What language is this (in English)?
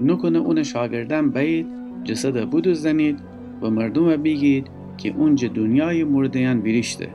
Gilaki